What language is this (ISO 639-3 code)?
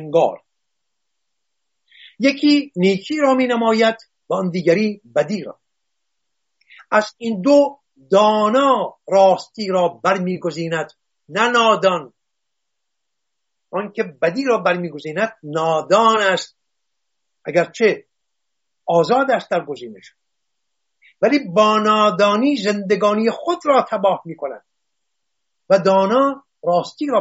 fas